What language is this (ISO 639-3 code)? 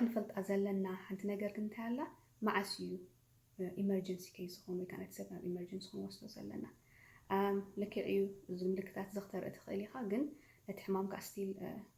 tir